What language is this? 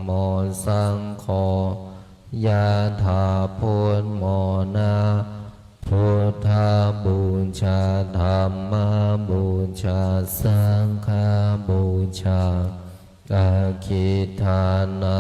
Pali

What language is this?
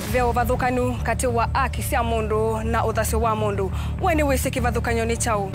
Kamba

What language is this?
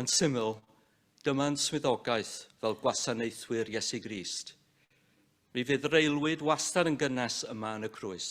Welsh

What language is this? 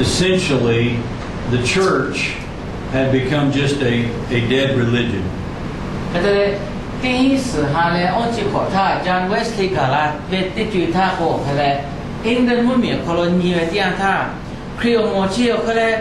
Lahu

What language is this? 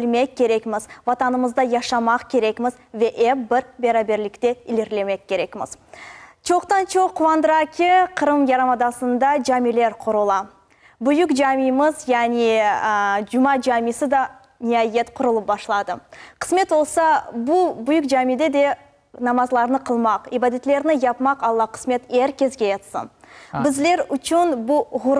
Crimean Tatar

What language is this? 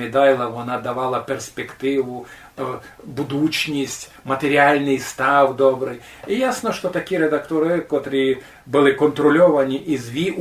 Rusyn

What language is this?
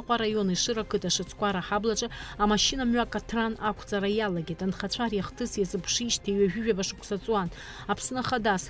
Abkhazian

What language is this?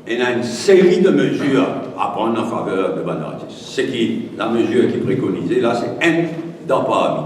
Morisyen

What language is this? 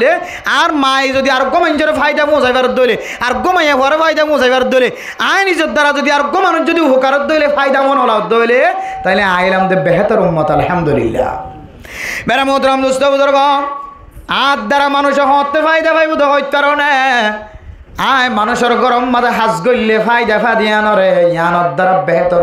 Rohingya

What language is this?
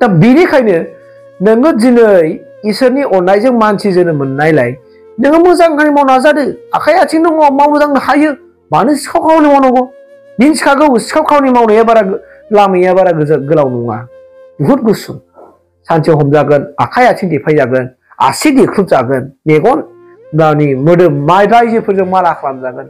Bodo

